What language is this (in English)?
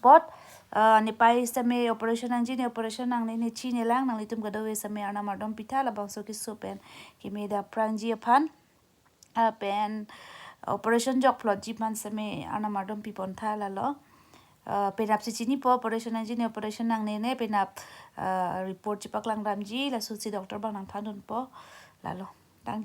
Karbi